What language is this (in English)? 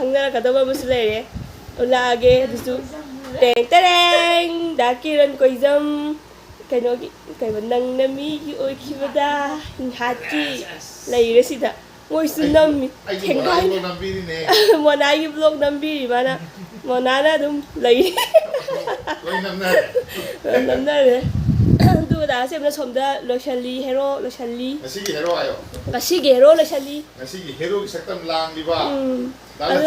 Manipuri